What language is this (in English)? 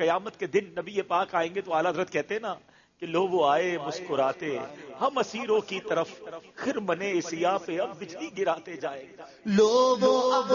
Urdu